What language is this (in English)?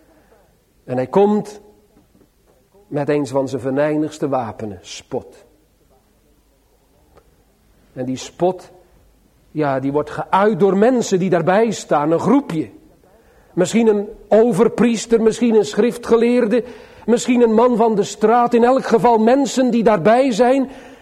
Dutch